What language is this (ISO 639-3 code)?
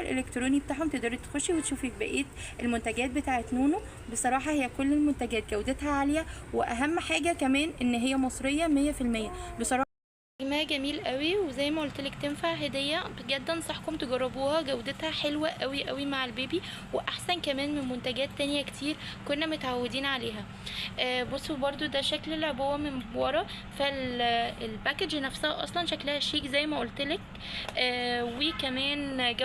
arz